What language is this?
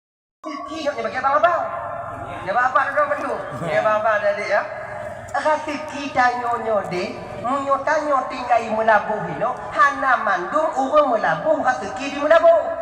Achinese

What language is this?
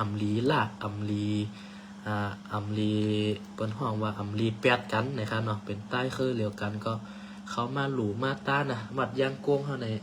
Shan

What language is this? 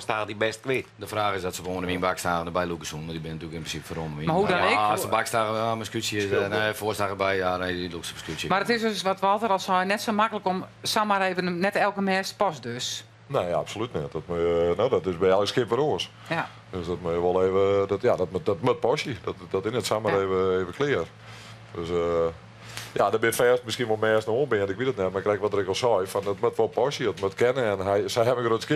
Western Frisian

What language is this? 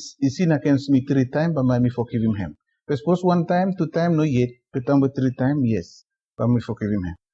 Bislama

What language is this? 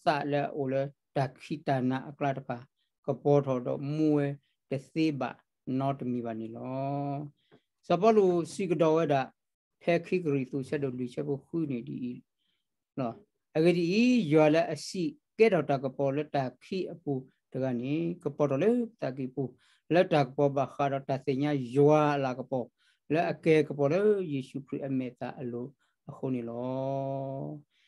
S'gaw Karen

